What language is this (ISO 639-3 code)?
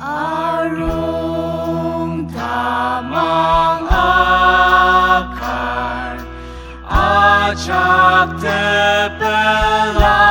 njo